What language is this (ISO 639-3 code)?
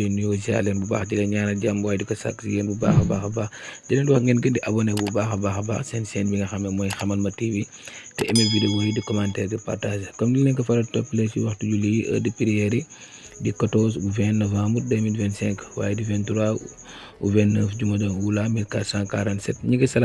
wol